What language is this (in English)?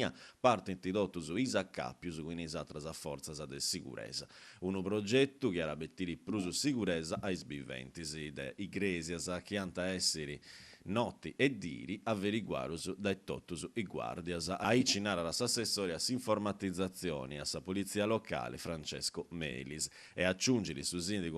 Sardinian